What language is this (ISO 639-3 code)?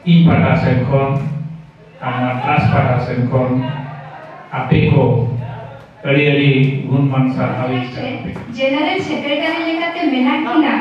sat